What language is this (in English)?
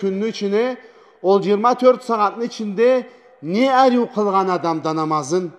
Karachay-Balkar